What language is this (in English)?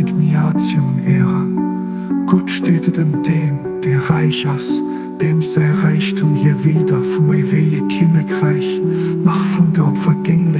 Luxembourgish